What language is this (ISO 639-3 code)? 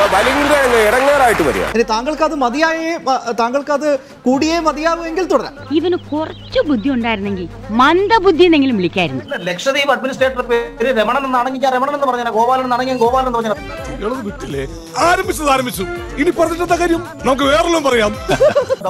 mal